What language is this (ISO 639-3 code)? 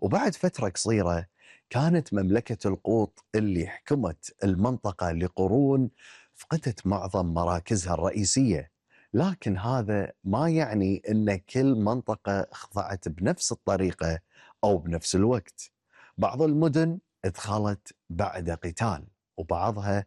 afb